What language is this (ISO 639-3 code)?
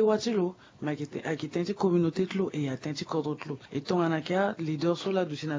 sag